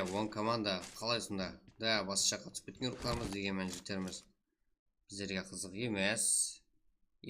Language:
Kara-Kalpak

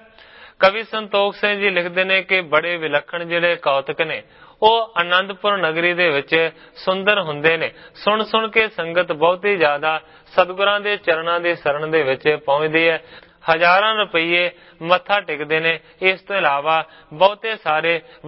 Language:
Punjabi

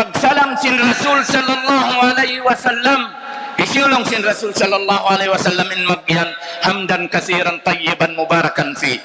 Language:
Tausug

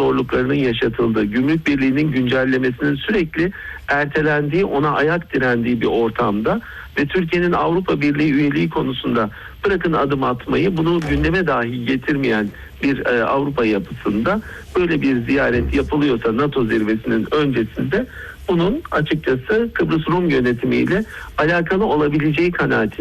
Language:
Turkish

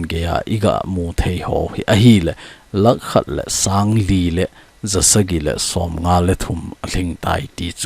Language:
Thado Chin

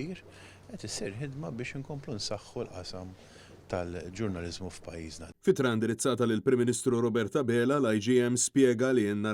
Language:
Maltese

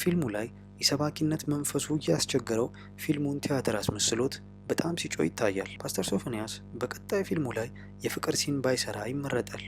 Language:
Amharic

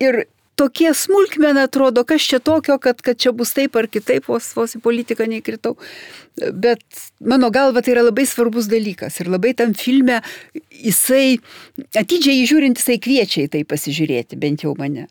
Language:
Lithuanian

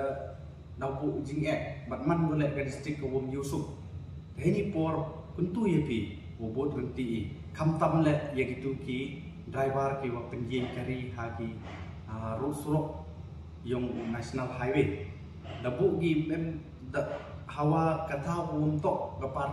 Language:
Pnar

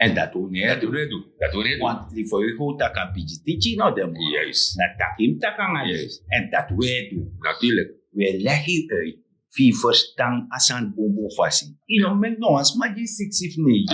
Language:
Sranan Tongo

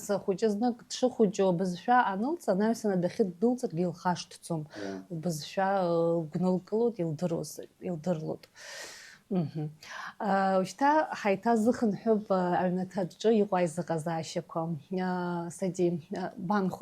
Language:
Abkhazian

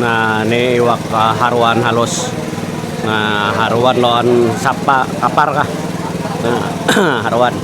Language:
Banjar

